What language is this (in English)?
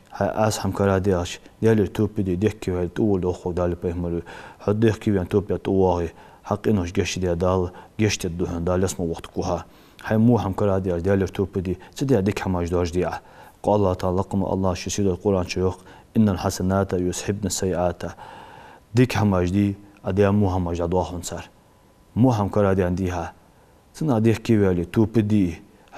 Ingush